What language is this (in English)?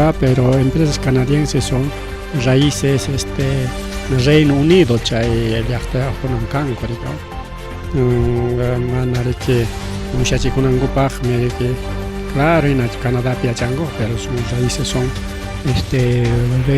Ayacucho Quechua